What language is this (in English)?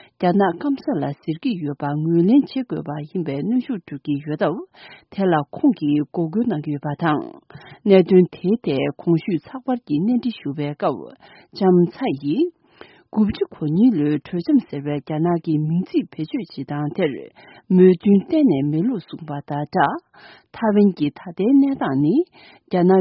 Tibetan